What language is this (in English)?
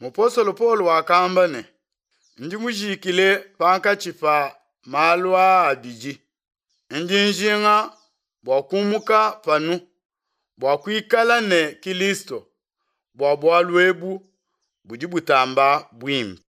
Luba-Lulua